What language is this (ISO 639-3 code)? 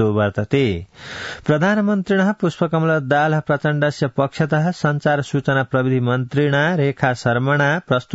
san